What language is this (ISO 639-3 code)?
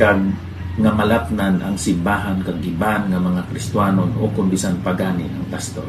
hil